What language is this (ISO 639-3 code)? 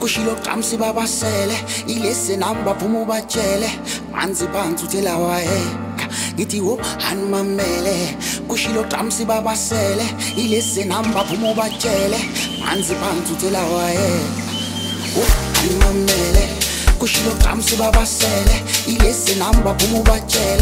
zul